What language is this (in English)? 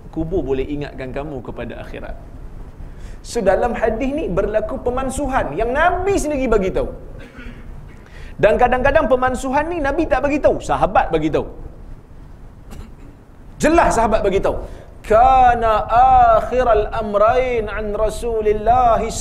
Malay